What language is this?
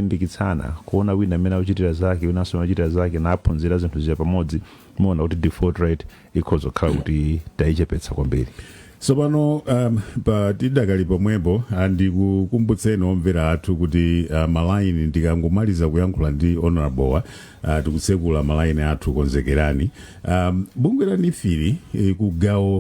Nyanja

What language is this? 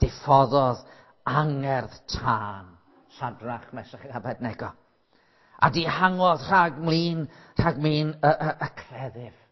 Welsh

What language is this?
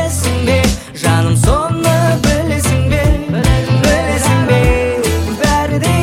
Kazakh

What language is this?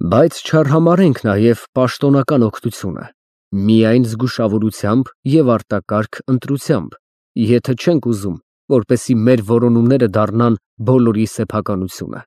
Armenian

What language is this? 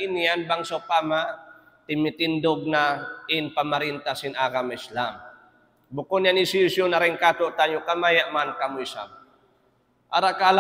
Tausug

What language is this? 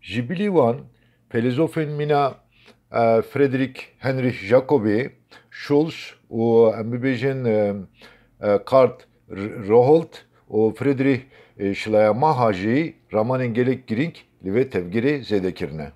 Kurdish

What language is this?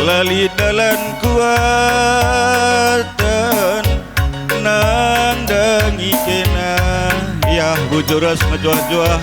Batak Karo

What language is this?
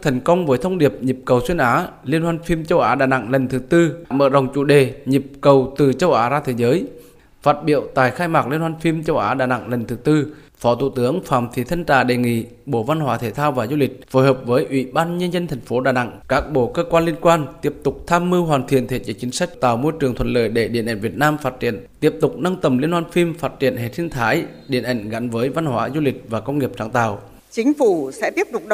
Vietnamese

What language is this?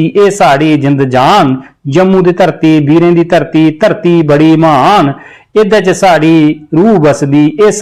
Dogri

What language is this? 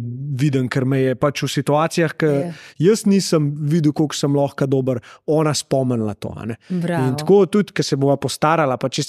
Slovenian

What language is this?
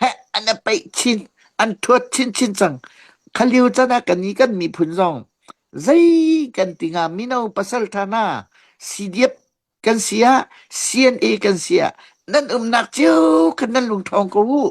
Hakha Chin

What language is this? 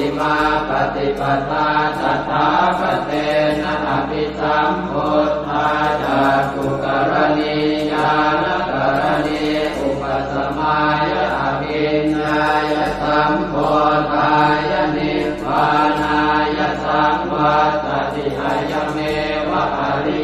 Pali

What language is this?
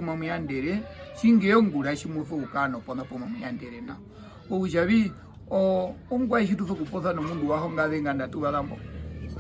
Herero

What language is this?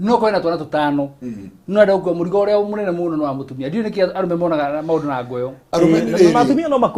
Kikuyu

